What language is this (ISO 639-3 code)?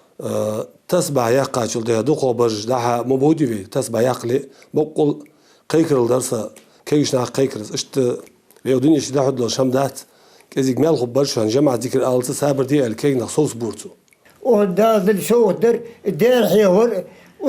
inh